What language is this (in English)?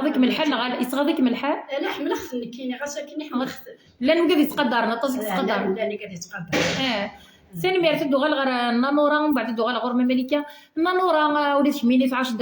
Kabyle